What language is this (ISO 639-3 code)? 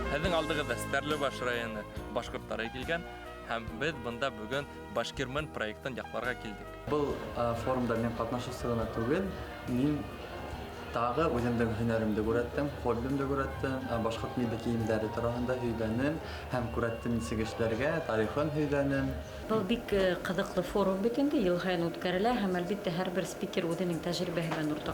bak